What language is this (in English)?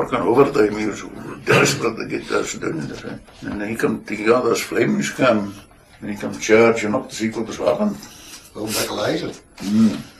Scots